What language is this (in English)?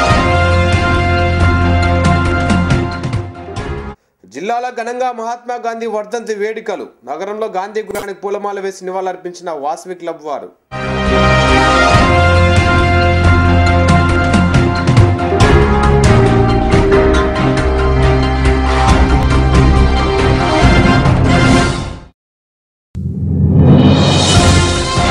Telugu